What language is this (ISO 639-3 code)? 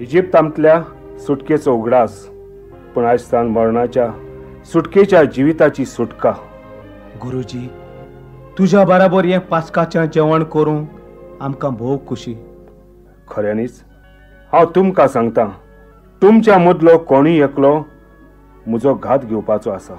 kok